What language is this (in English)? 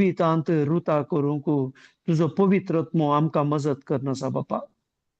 Konkani